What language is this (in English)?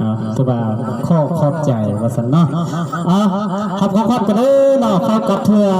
Lao